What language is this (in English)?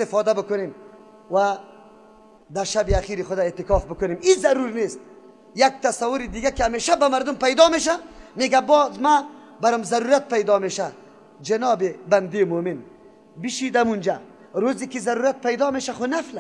Persian